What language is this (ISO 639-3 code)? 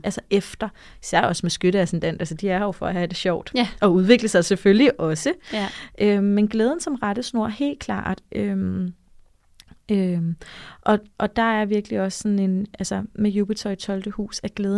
dan